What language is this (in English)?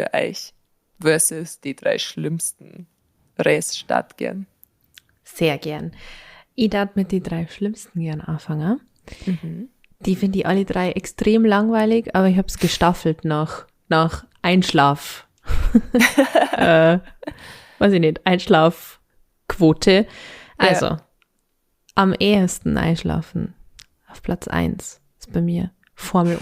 Bavarian